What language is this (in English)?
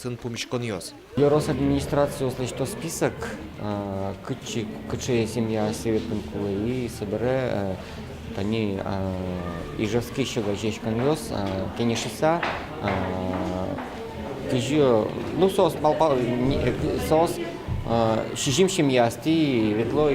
Udmurt